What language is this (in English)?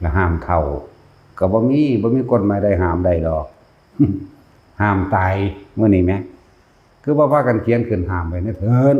Lao